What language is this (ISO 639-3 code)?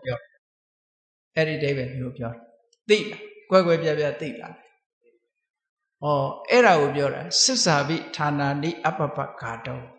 mya